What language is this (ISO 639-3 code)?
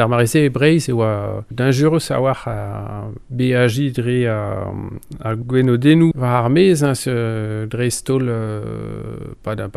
bre